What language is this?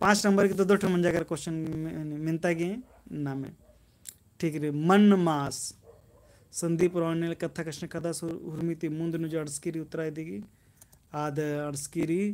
Kurukh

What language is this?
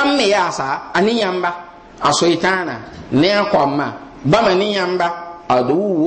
Mossi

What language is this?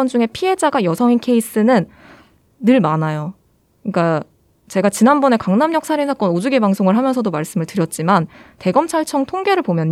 Korean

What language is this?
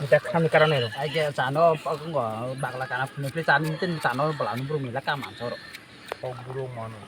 Kok Borok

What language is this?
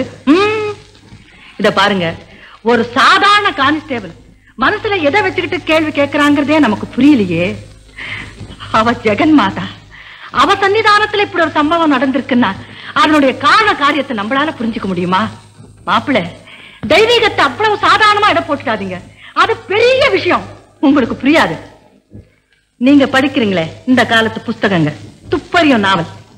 Tamil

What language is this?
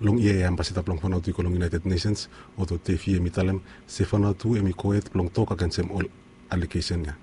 Bislama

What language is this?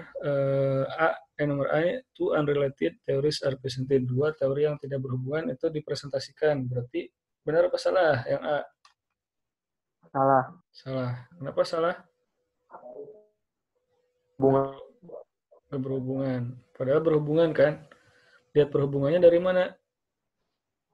Indonesian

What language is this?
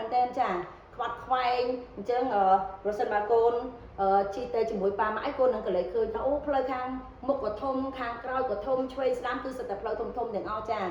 Khmer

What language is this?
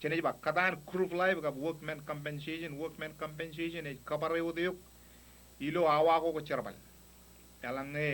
Marshallese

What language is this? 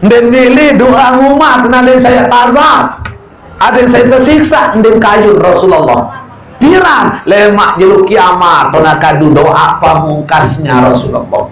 Sasak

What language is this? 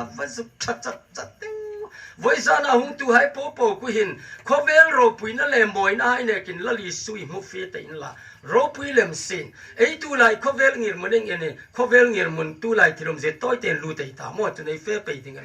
Hmar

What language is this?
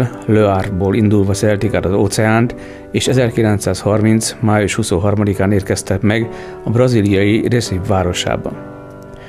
Hungarian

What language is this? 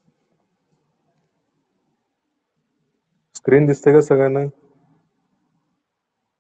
Marathi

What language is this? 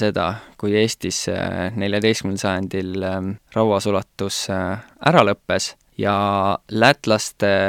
Estonian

